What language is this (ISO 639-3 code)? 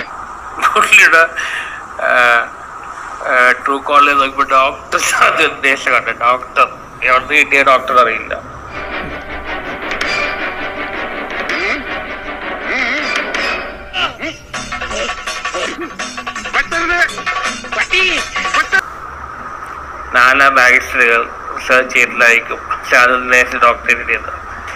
mal